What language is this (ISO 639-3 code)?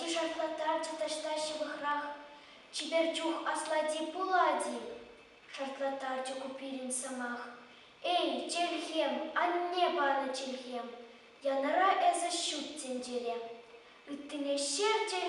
chv